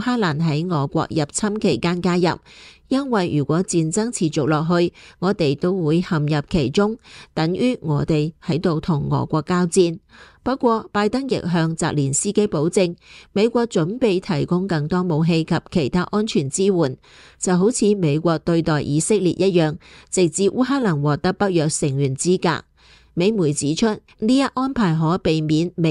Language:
Cantonese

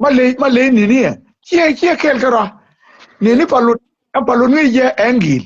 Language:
Nuer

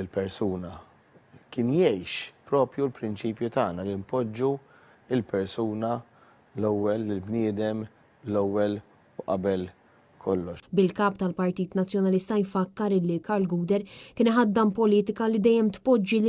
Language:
Maltese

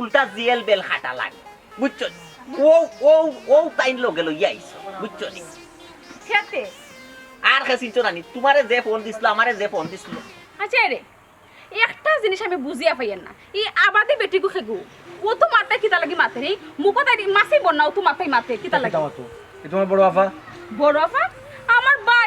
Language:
Sylheti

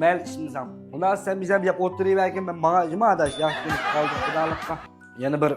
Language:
Uyghur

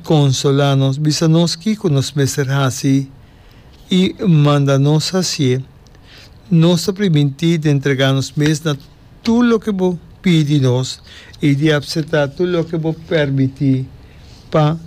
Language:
Papiamento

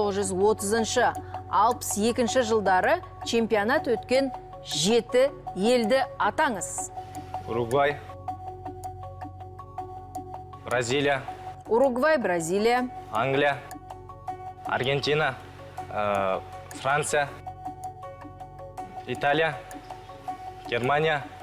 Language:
Kazakh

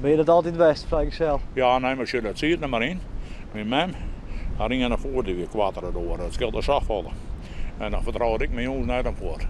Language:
Western Frisian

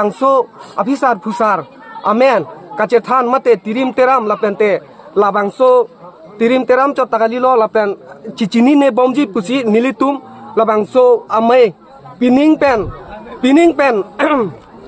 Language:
Karbi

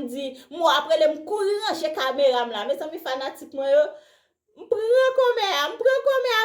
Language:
Haitian Creole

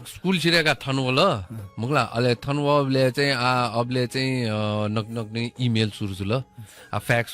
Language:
Newari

